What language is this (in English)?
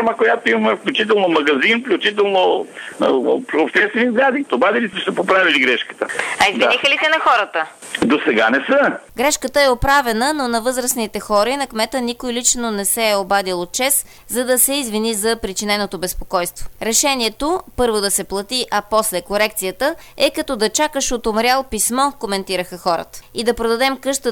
Bulgarian